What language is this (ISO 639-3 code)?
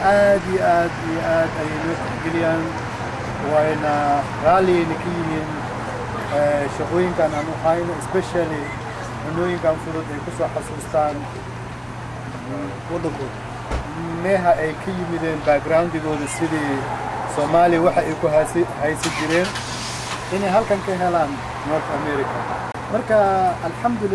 som